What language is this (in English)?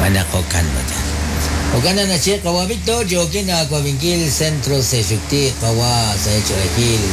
Kekchí